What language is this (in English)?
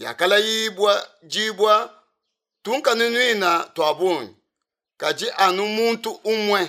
Luba-Lulua